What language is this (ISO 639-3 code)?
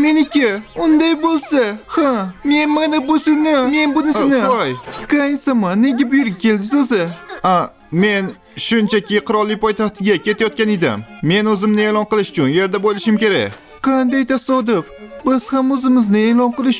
uzb